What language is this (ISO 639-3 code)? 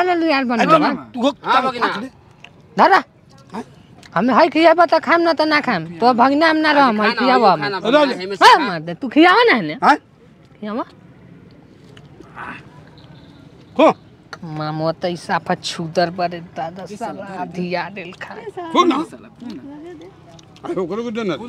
bho